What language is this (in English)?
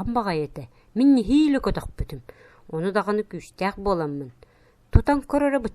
Yakut